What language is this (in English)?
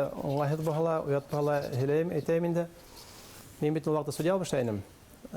Bashkir